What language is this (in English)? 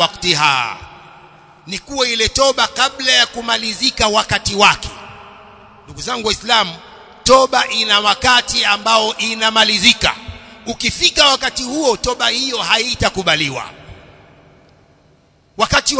Swahili